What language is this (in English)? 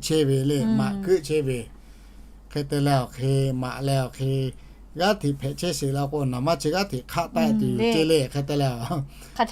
Lahu